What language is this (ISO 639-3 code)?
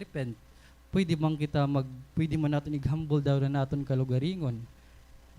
war